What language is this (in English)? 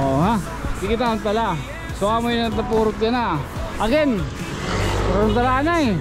Waray